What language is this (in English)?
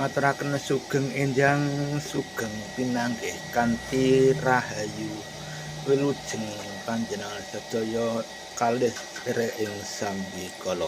Javanese